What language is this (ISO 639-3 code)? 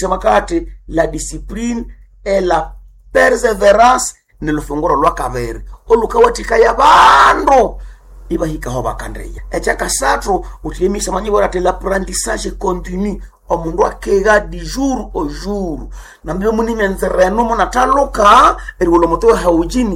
nnb